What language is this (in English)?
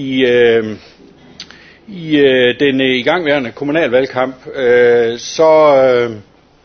Danish